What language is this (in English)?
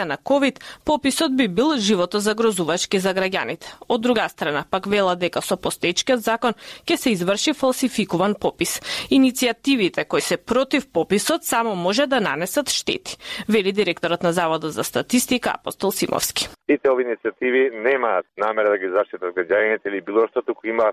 Macedonian